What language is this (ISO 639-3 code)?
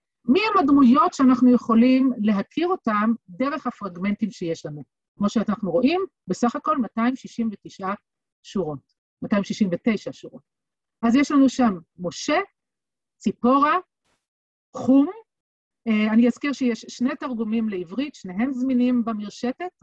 heb